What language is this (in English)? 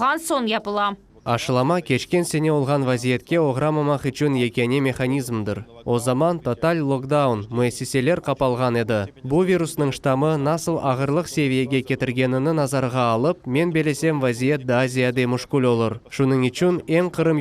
Crimean Tatar